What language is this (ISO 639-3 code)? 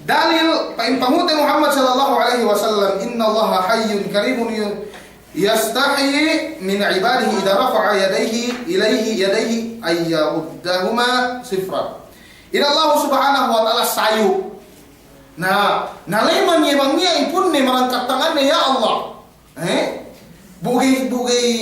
yka